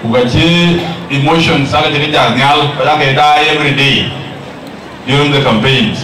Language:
Dinka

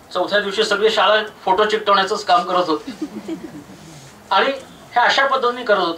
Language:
Marathi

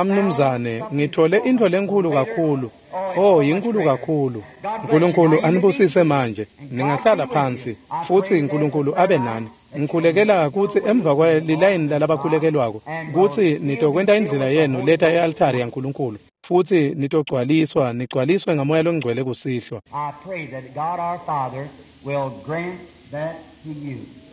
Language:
Swati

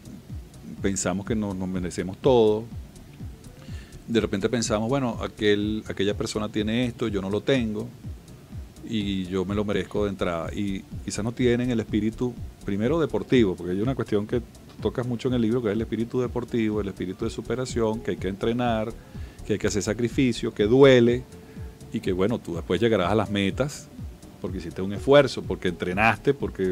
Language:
Spanish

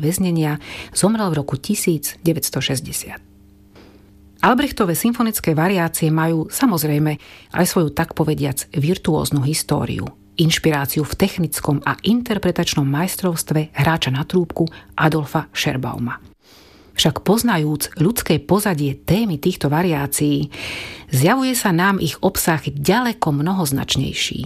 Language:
Slovak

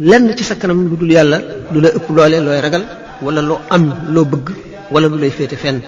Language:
Wolof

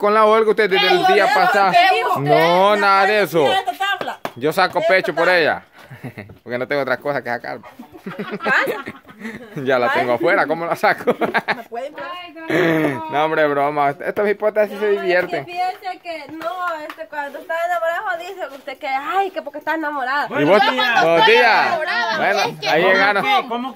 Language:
Spanish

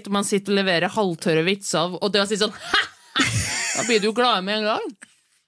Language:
Norwegian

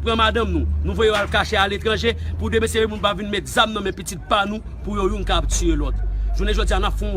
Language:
Haitian Creole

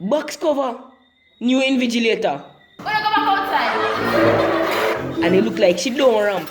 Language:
Jamaican Creole English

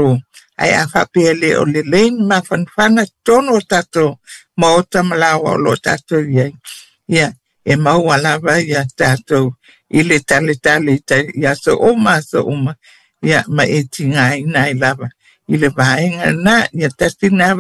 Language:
Samoan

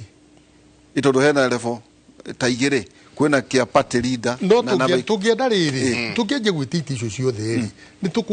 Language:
Kikuyu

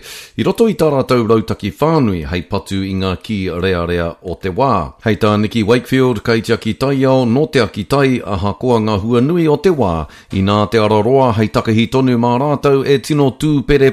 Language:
Māori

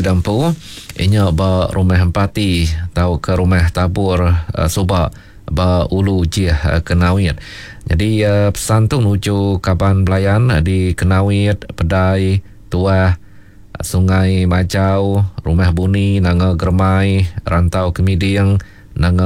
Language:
Iban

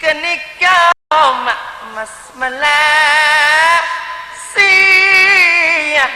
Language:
Madurese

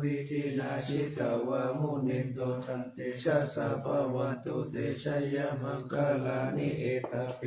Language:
Pali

